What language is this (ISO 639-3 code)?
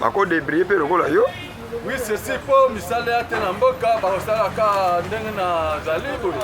lin